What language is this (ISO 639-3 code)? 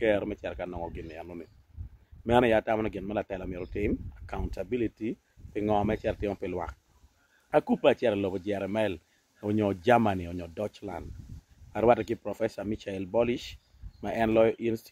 ach